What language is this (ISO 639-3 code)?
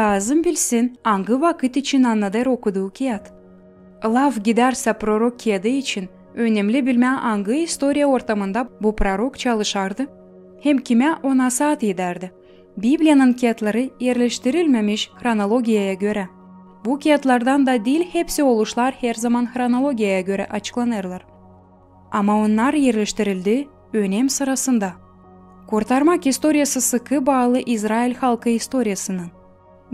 gag